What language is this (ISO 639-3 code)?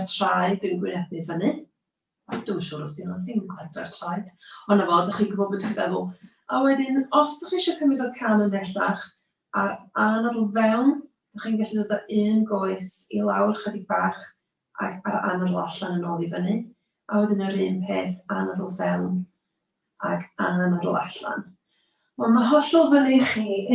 cym